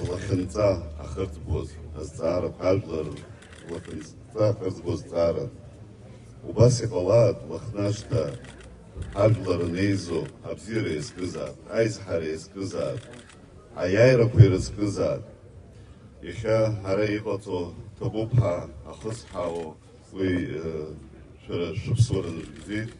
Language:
Abkhazian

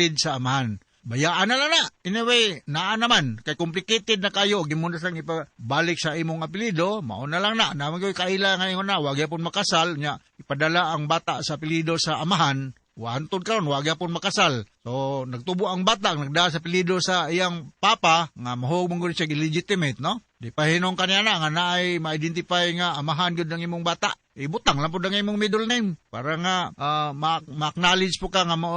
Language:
Cebuano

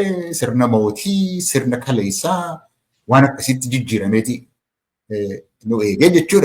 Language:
Oromo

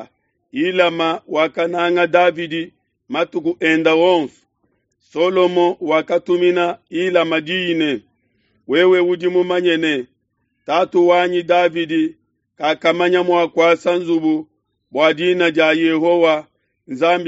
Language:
Luba-Lulua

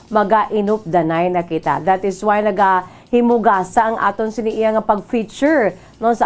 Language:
Hiligaynon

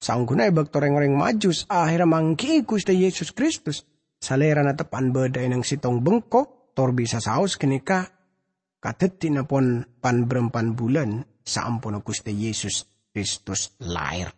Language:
Madurese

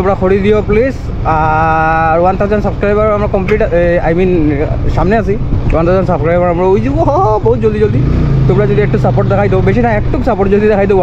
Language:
Sylheti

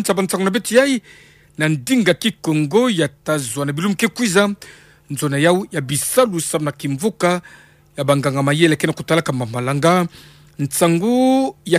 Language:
Kituba (Democratic Republic of Congo)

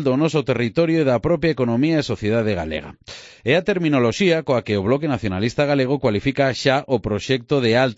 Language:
Galician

